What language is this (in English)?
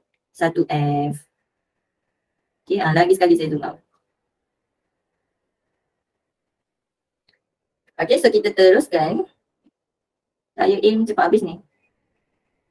Malay